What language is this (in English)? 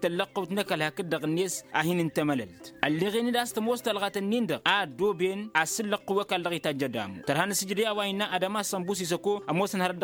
Tamasheq